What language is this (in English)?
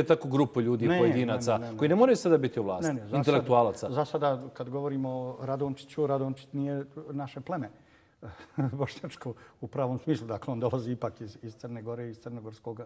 Bosnian